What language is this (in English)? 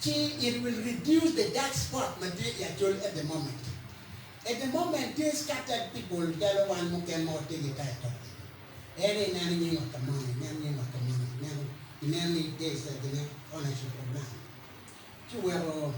Acoli